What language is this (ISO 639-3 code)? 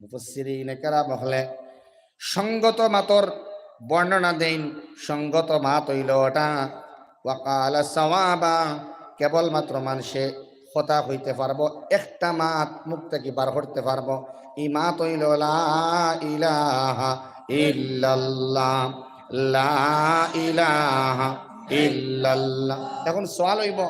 syl